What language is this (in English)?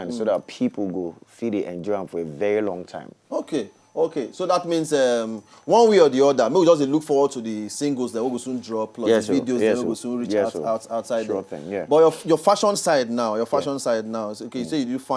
Nigerian Pidgin